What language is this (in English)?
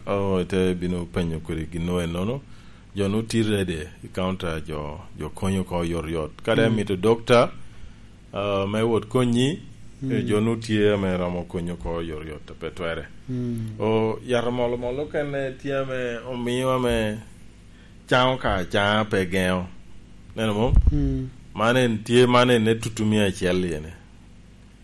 Lango (Uganda)